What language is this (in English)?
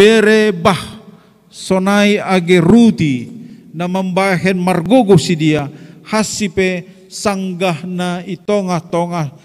Batak Simalungun